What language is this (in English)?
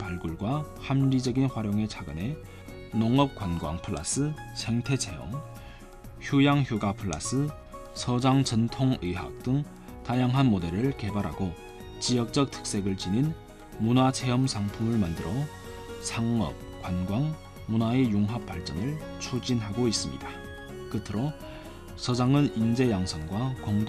Korean